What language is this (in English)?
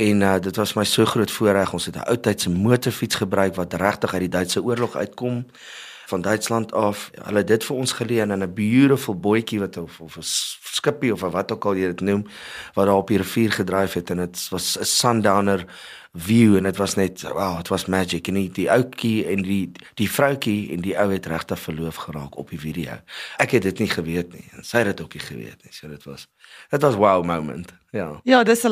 Afrikaans